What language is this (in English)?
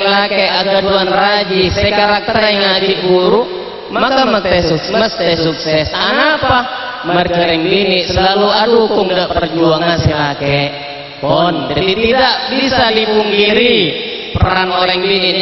Madurese